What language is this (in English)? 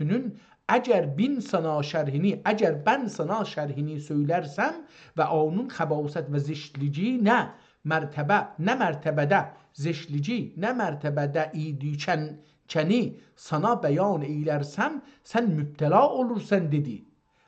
South Azerbaijani